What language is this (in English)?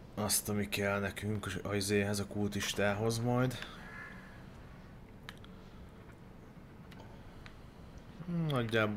Hungarian